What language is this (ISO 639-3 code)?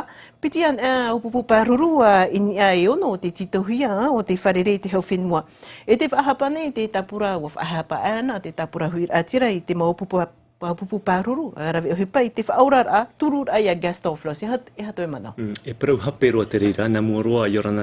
tah